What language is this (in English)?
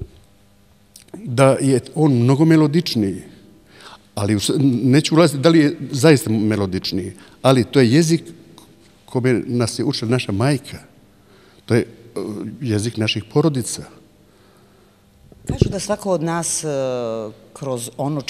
Serbian